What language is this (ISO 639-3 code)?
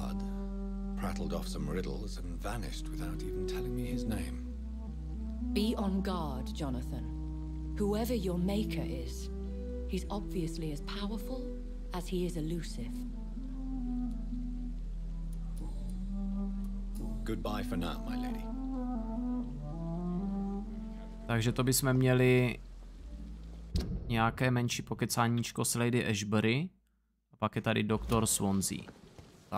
ces